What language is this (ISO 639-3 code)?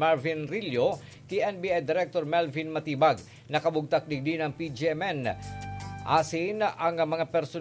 bik